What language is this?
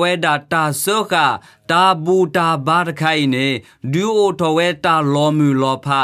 S'gaw Karen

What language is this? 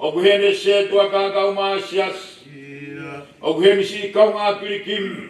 Tongan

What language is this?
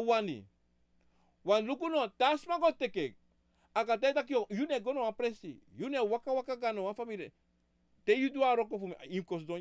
Sranan Tongo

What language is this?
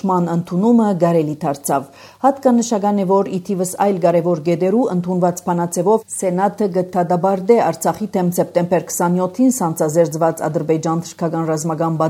Armenian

